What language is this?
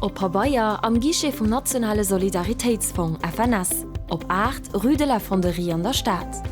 Luxembourgish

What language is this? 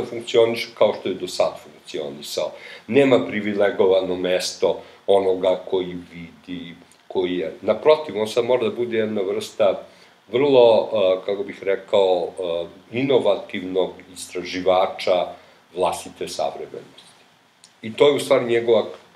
Serbian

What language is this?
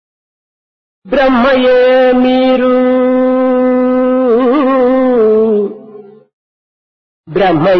Telugu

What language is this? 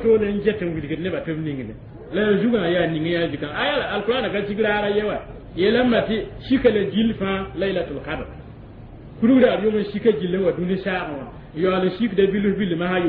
Mossi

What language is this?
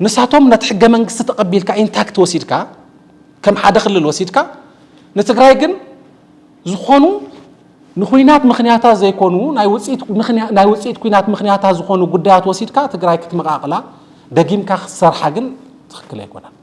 Tigrinya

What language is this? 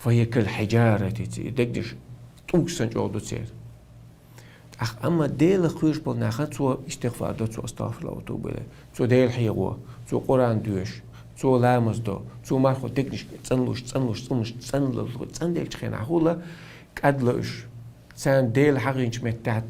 Chechen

